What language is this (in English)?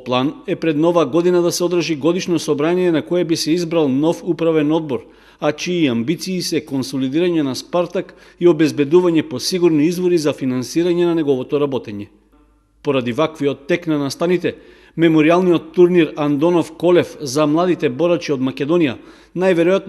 Macedonian